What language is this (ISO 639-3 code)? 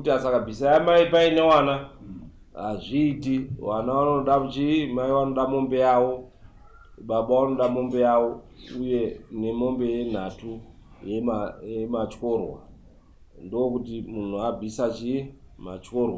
sna